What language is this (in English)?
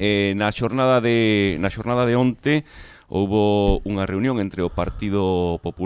Galician